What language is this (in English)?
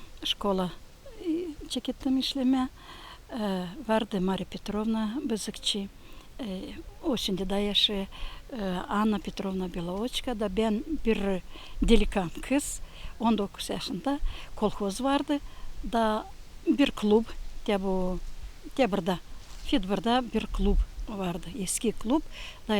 Gagauz